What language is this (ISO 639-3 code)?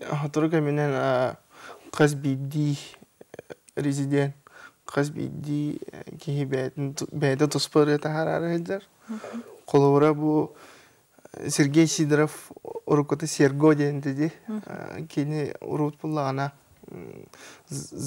sah